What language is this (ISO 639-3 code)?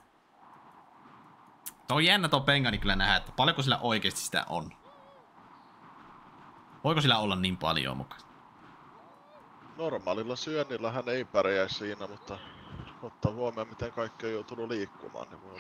fin